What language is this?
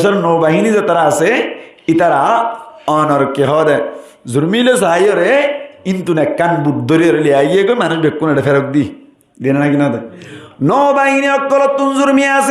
Rohingya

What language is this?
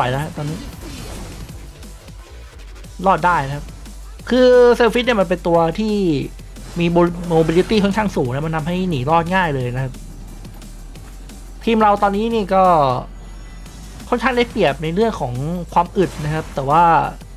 Thai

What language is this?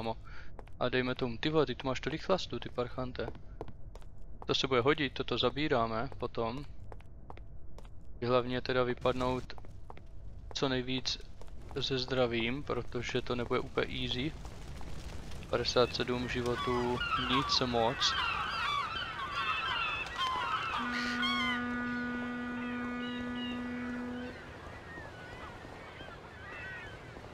Czech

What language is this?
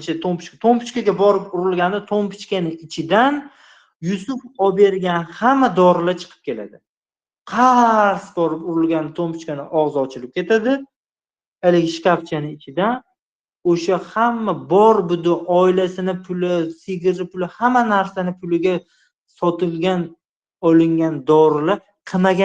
Uzbek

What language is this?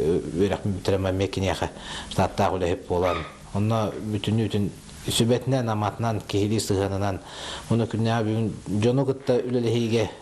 Yakut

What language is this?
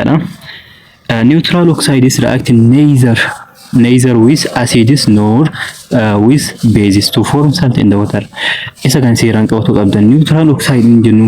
Oromo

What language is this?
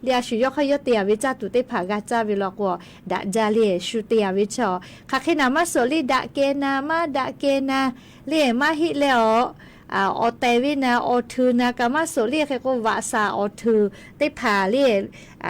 Lahu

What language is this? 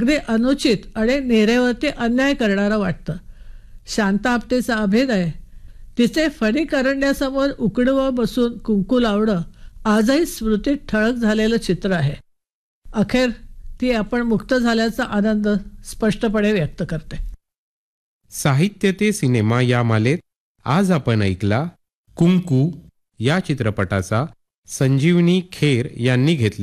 Marathi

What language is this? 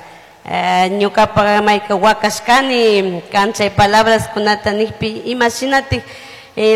Chimborazo Highland Quichua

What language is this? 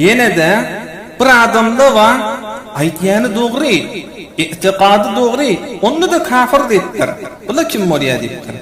Turkmen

